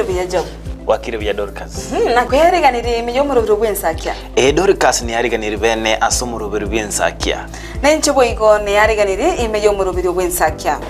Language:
Gusii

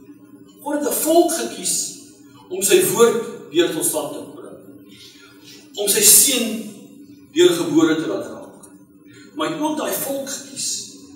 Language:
Afrikaans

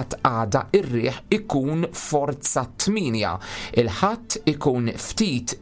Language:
Maltese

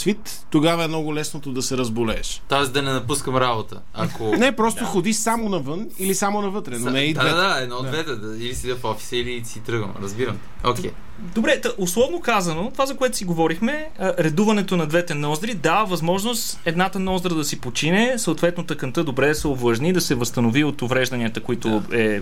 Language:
Bulgarian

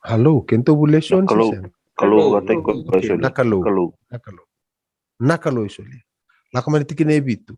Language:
Fijian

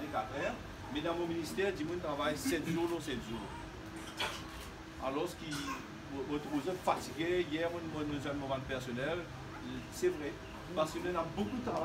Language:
Morisyen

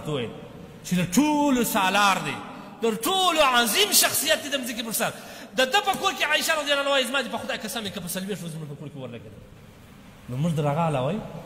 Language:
Pashto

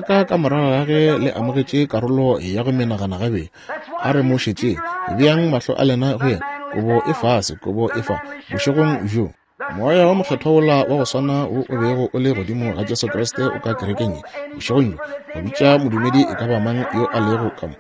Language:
Northern Sotho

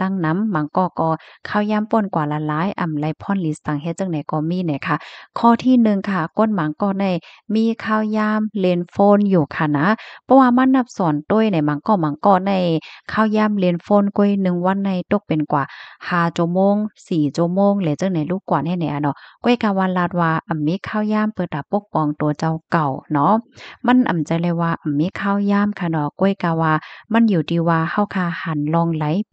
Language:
Shan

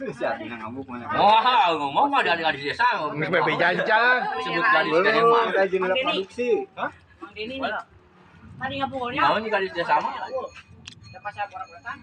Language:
Sundanese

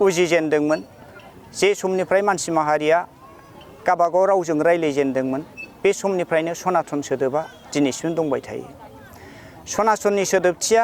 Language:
Bodo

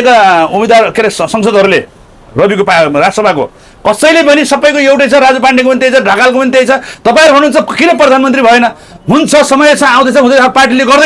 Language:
Nepali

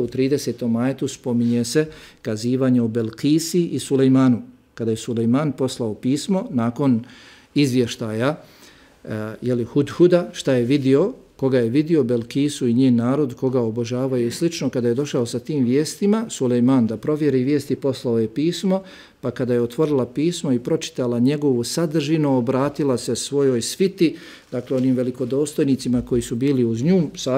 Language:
Bosnian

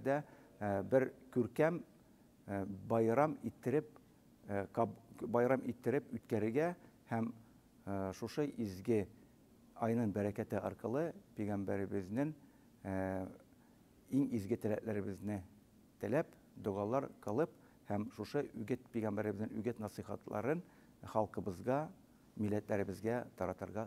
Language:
Tatar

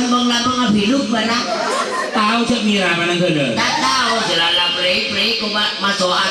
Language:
Madurese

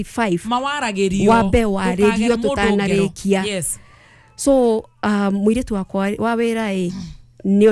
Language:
Kikuyu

